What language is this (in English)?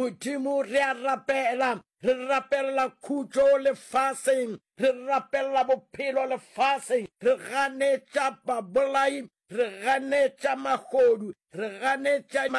Northern Sotho